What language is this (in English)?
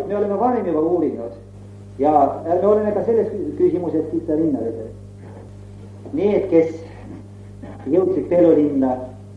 Estonian